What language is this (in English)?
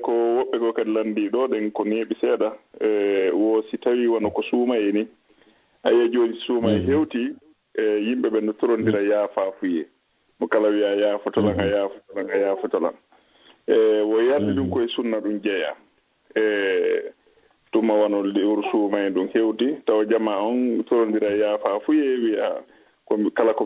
Fula